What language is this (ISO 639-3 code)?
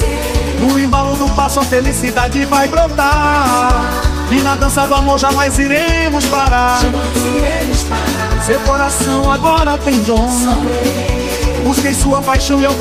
por